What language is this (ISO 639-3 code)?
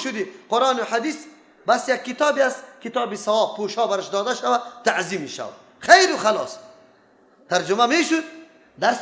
fas